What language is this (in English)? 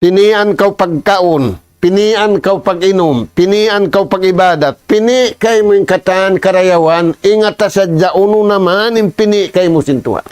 Tausug